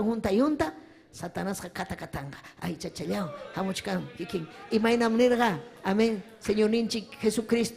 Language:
Ayacucho Quechua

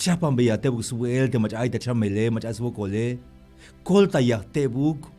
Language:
Tzeltal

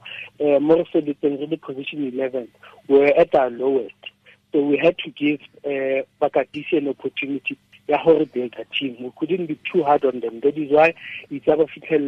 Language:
Tswana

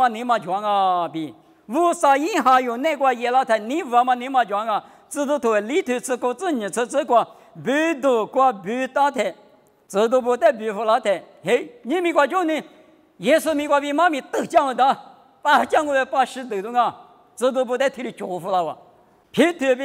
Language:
Lisu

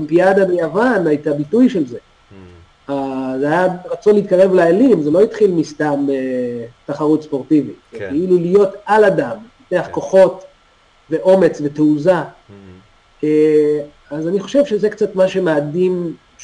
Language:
Hebrew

